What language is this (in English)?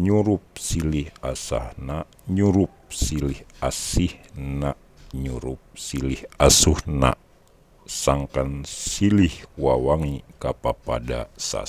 Sundanese